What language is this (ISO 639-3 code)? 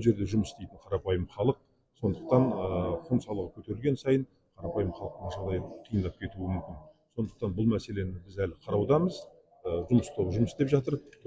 kaz